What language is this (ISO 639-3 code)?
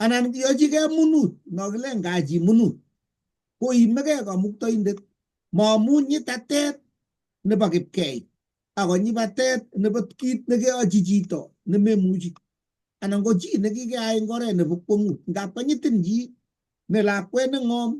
kln